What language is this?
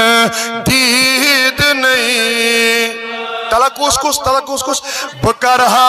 Kashmiri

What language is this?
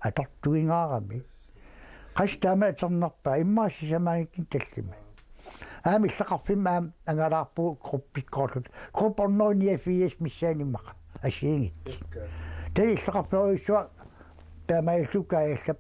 Kalaallisut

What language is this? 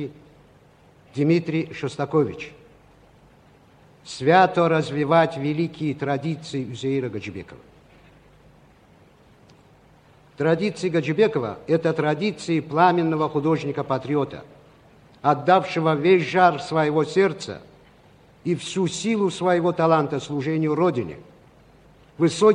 Russian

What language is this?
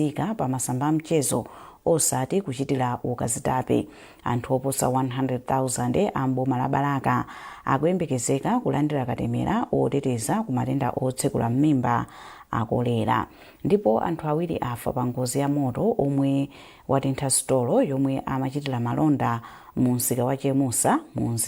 Nyanja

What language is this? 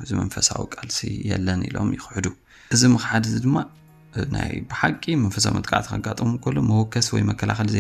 Tigrinya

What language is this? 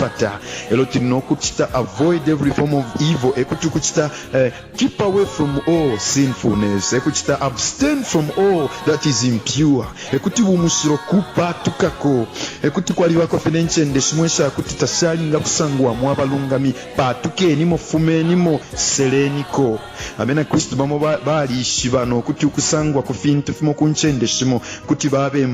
Bemba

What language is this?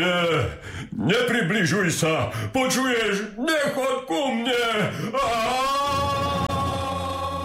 Slovak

